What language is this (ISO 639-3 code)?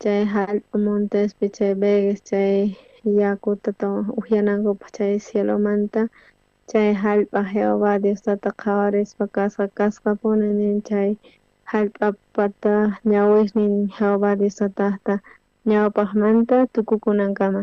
quh